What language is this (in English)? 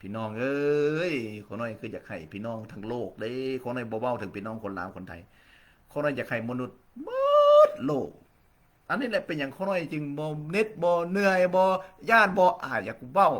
Lao